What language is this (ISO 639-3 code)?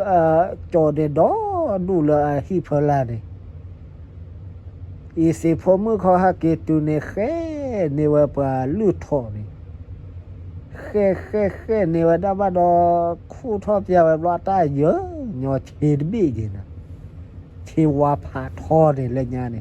ksw